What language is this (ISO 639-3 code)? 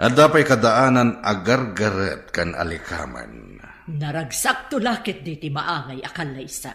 ilo